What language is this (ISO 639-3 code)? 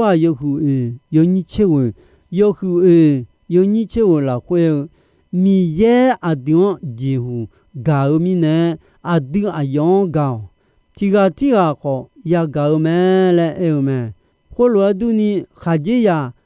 ahk